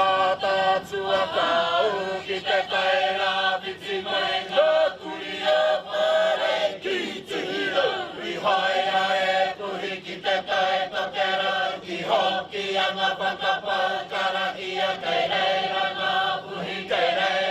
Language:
Māori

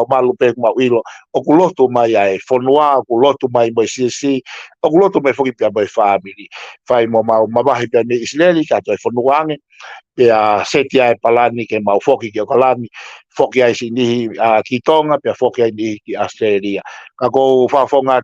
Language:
Tongan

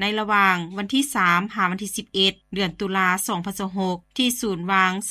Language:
Lao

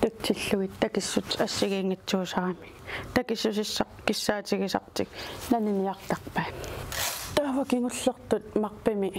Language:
Kalaallisut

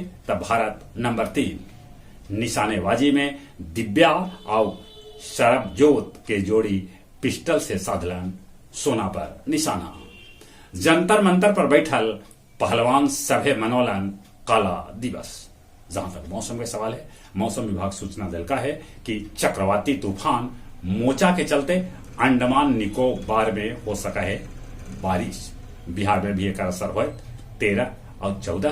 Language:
Magahi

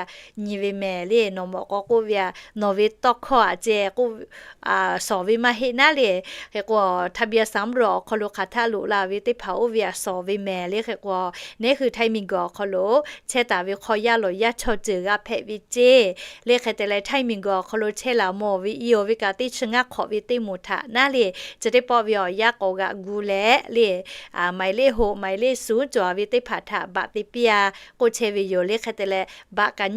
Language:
Lahu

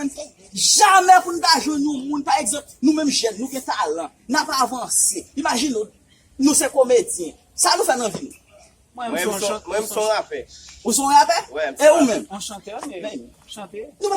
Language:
Haitian Creole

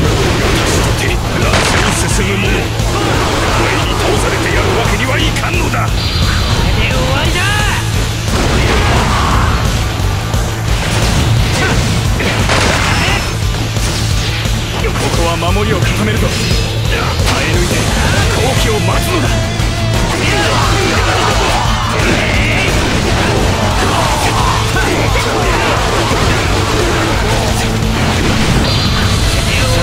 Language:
Japanese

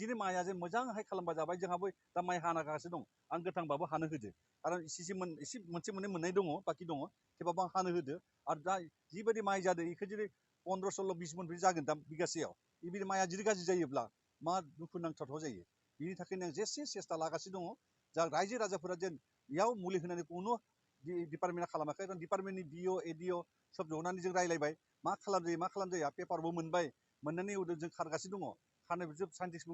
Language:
Bodo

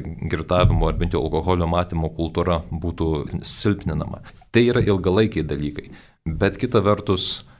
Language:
Lithuanian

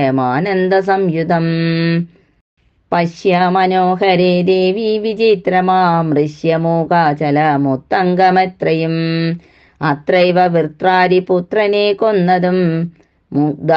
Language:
Malayalam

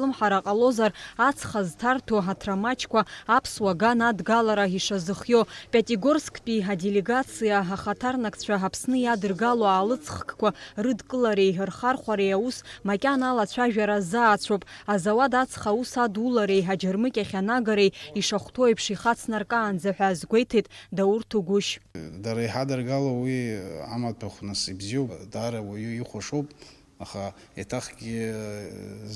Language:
Abkhazian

